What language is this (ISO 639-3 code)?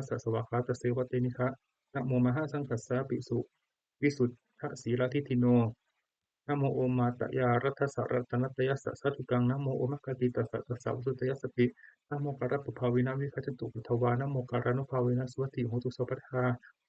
pli